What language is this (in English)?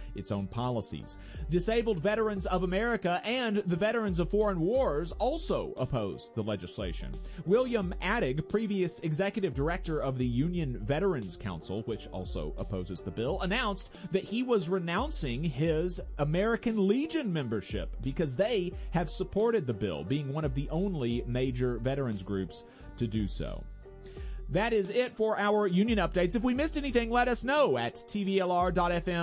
English